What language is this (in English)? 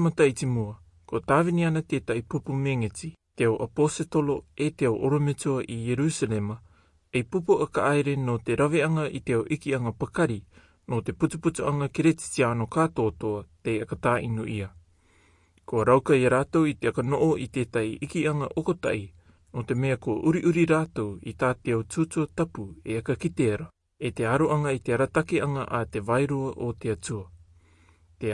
Albanian